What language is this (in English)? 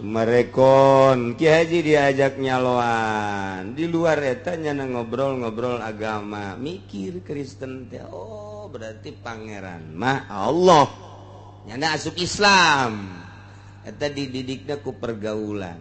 Sundanese